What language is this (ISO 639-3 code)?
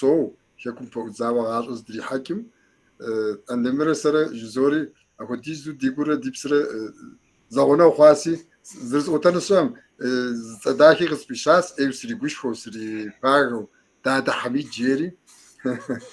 kbd